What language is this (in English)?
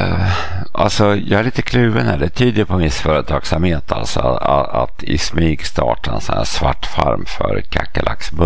Swedish